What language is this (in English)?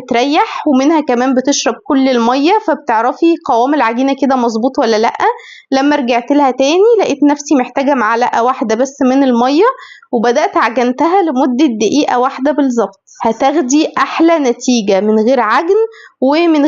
Egyptian Arabic